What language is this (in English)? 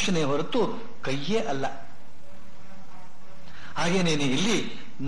Kannada